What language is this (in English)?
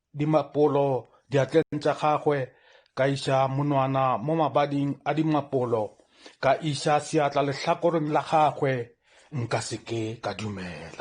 Northern Sotho